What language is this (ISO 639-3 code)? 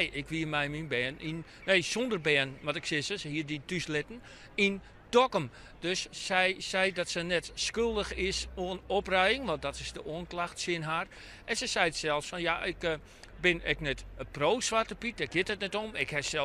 fry